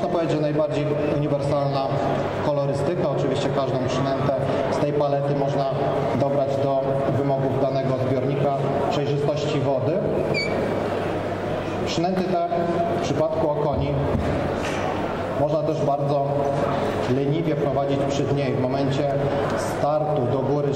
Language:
Polish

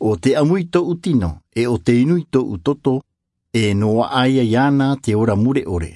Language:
Tahitian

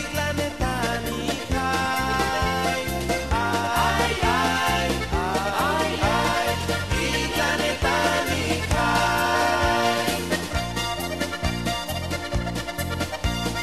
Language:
Basque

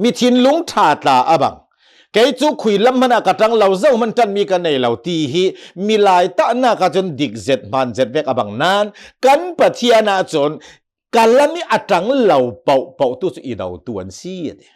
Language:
Hakha Chin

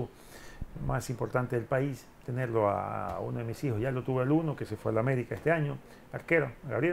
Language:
Spanish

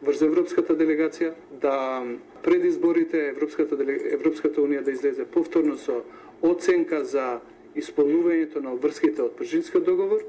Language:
Macedonian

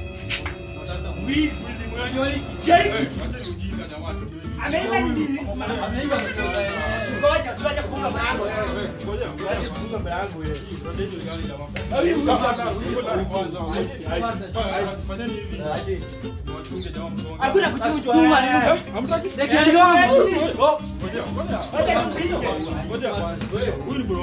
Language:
Swahili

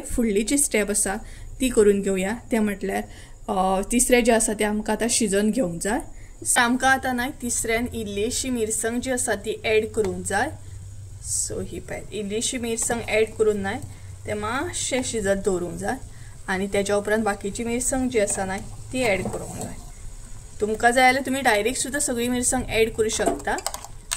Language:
Konkani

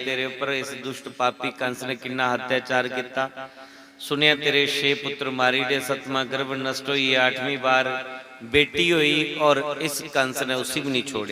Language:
Dogri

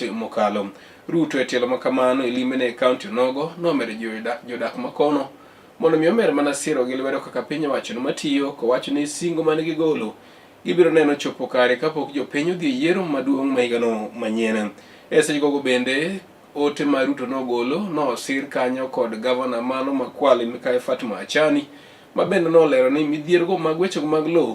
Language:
Luo (Kenya and Tanzania)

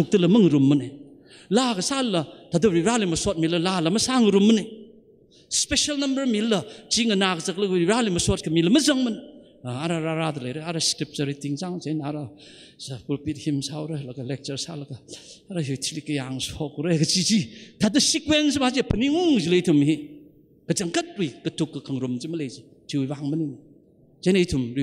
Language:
Tangkhul Naga (India)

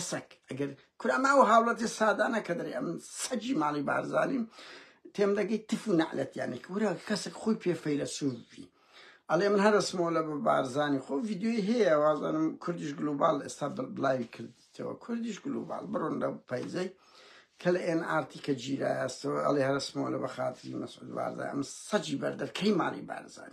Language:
Central Kurdish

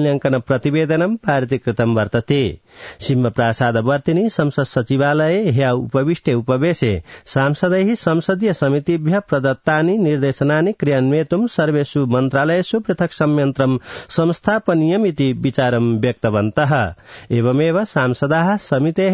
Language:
Sanskrit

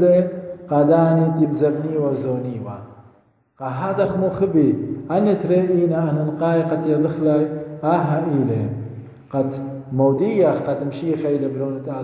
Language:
Assyrian Neo-Aramaic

